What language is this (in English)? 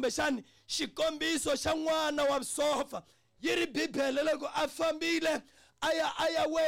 Tsonga